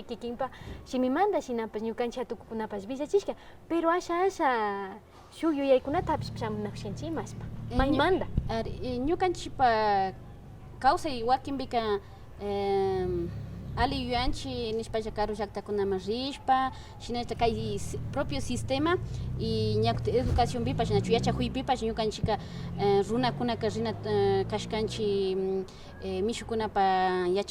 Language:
Imbabura Highland Quichua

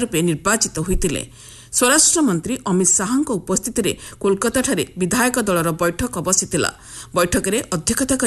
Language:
Odia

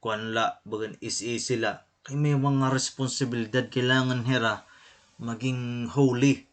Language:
Waray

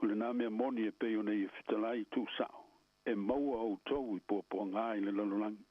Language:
Samoan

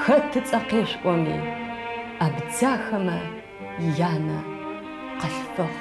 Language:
Adyghe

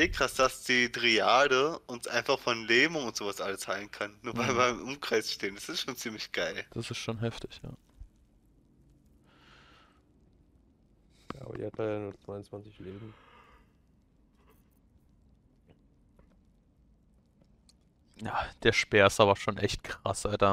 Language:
German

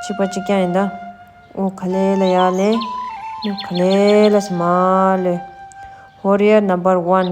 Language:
Tibetan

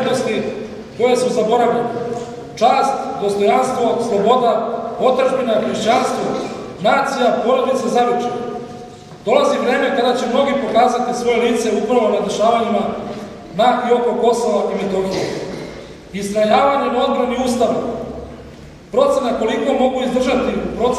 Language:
Serbian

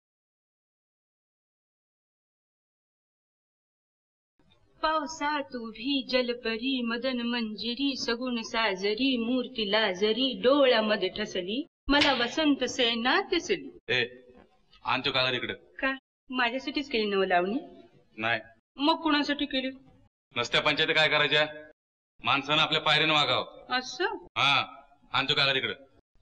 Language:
Marathi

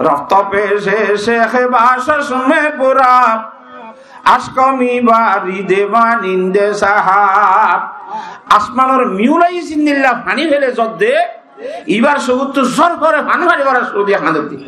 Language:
Rohingya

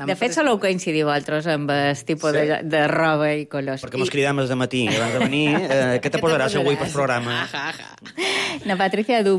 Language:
Catalan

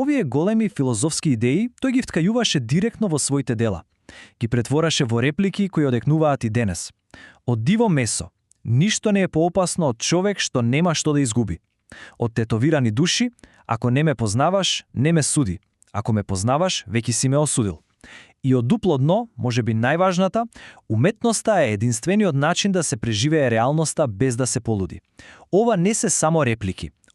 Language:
Macedonian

